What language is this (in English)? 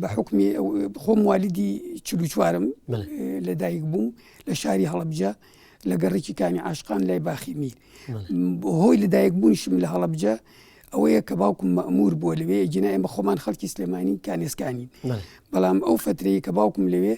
Central Kurdish